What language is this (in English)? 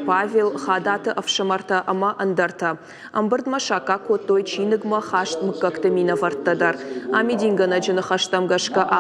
Ossetic